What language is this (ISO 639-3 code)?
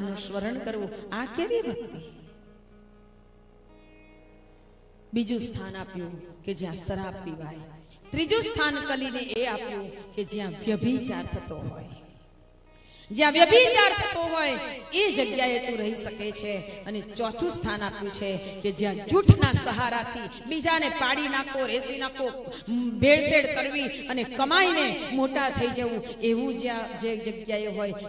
guj